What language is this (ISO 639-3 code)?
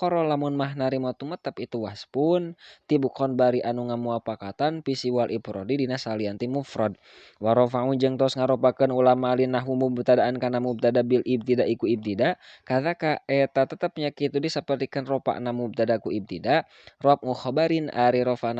sun